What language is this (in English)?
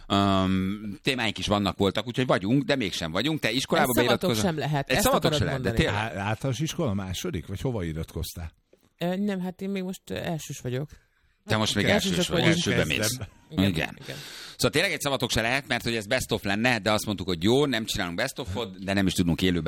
Hungarian